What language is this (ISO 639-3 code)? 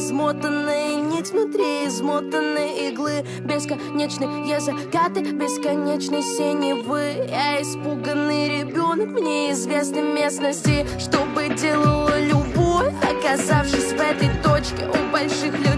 rus